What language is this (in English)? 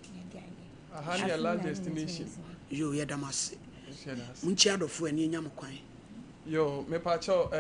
Akan